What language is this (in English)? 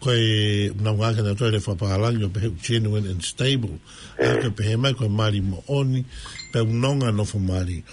Tongan